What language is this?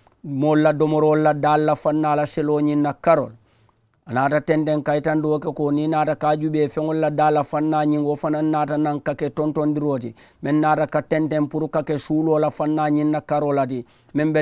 Mandingo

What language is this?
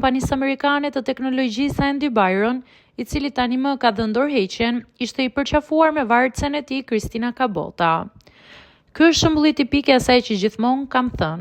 Albanian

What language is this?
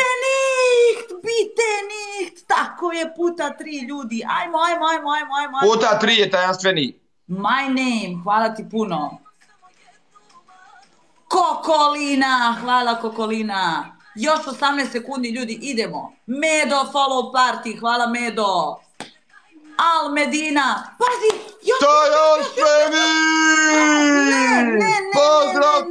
Croatian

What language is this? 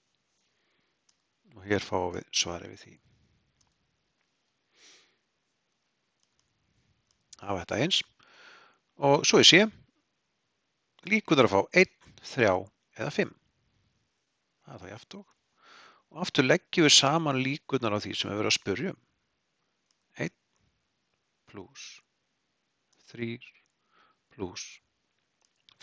Icelandic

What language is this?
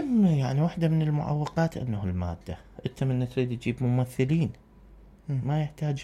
Mesopotamian Arabic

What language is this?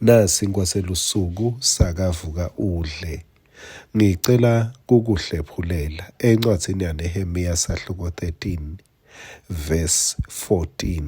Swati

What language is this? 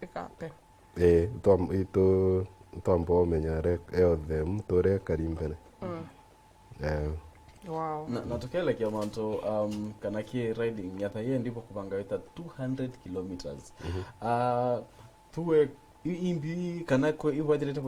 Meru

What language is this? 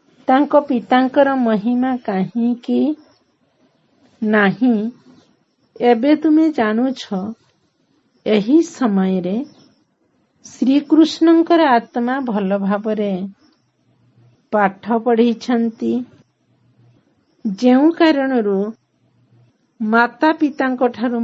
Odia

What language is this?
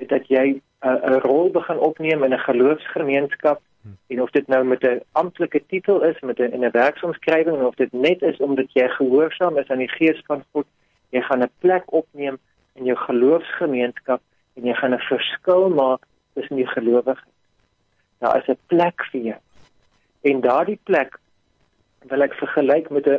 Afrikaans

